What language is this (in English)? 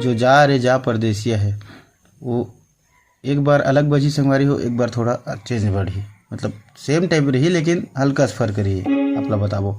Chhattisgarhi